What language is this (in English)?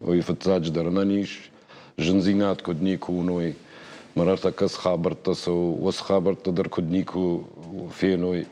Ossetic